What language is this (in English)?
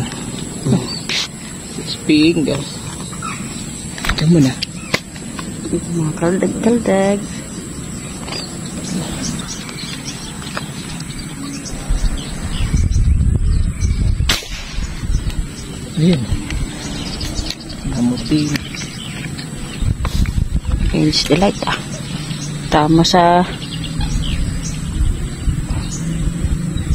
Filipino